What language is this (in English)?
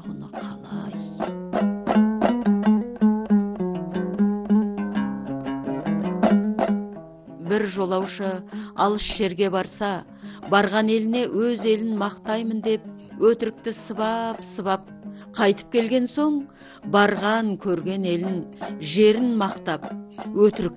Kazakh